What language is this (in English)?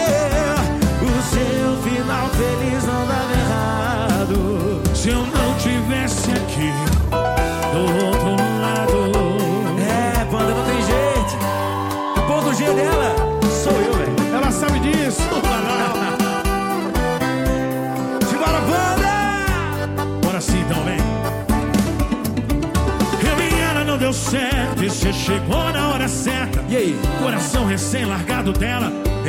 Portuguese